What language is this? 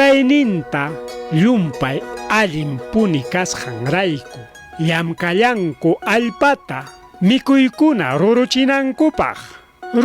Ayacucho Quechua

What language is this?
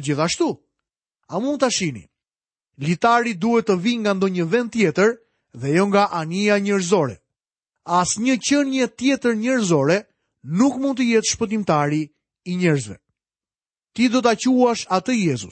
Albanian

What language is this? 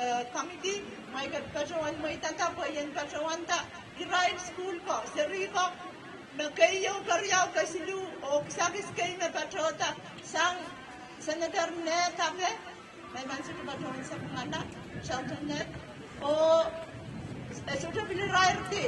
Pohnpeian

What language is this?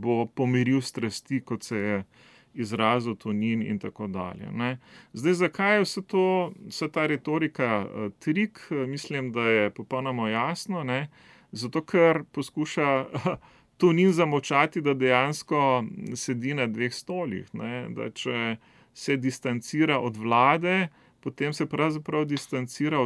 Slovenian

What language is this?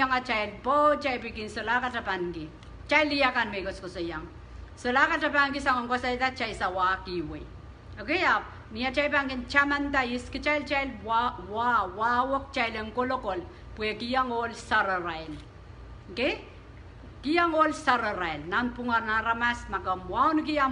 Pohnpeian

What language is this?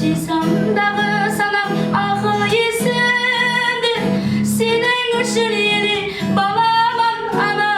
Kara-Kalpak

